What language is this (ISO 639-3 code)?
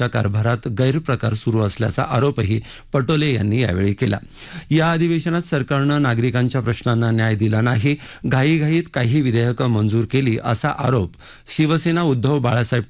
mar